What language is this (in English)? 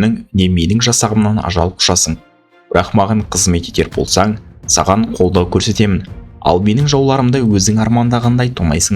Kazakh